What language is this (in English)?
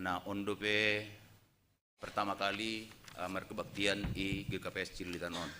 Batak Simalungun